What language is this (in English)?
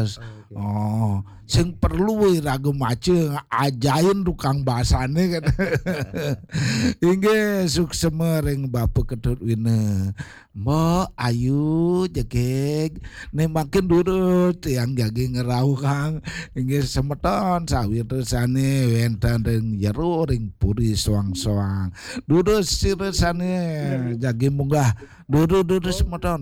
Balinese